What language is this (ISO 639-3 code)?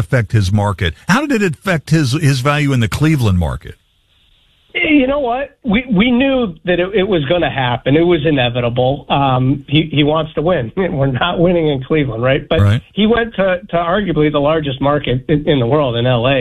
eng